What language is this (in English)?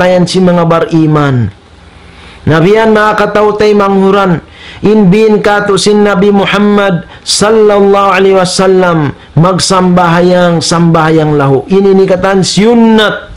Tausug